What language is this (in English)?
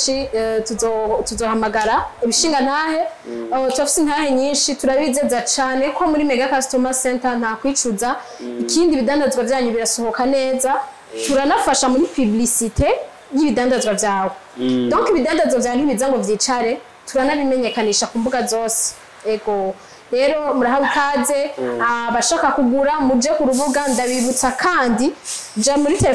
Rundi